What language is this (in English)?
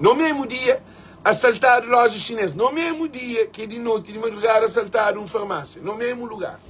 Kabuverdianu